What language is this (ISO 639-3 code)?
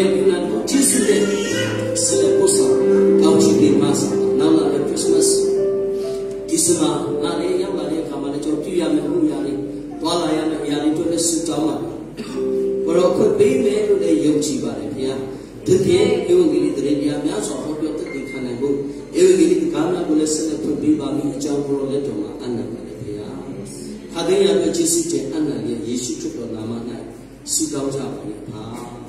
mya